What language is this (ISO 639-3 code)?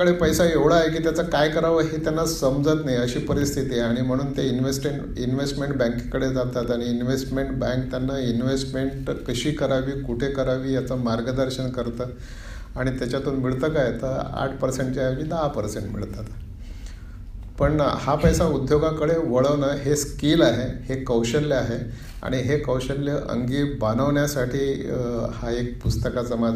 mar